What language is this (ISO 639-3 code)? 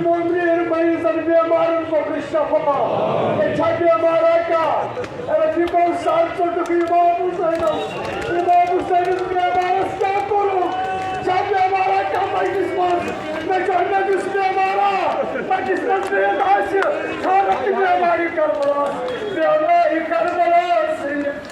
kas